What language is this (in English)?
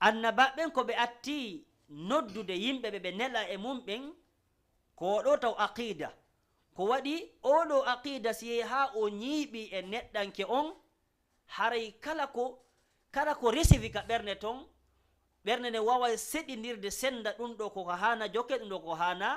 Fula